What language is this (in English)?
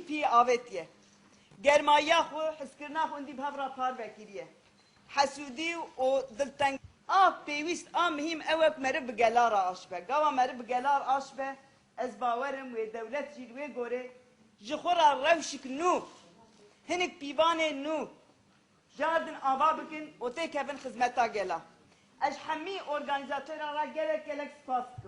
Kurdish